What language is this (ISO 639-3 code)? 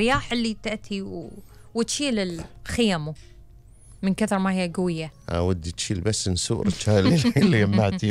afb